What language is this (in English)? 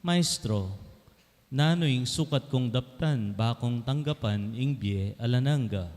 Pampanga